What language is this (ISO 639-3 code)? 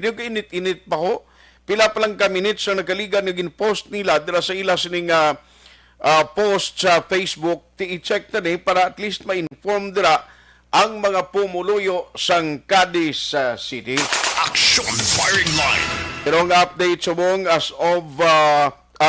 hil